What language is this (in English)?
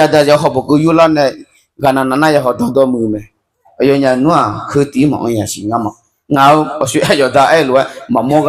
Akha